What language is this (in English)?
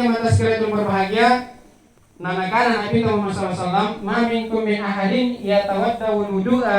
Makasar